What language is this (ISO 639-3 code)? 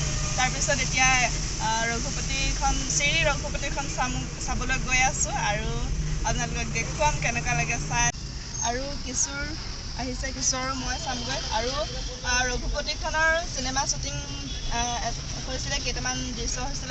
asm